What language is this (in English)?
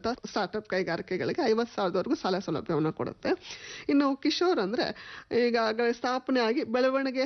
Kannada